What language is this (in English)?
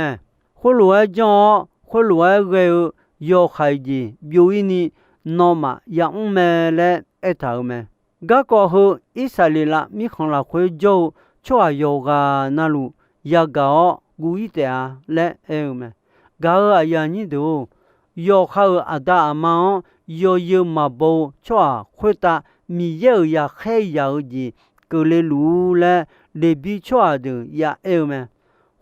Akha